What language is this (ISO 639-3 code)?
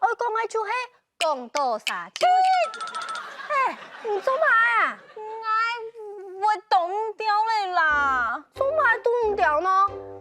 hak